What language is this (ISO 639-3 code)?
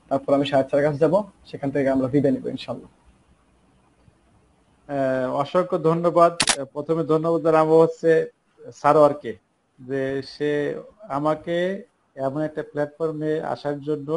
ben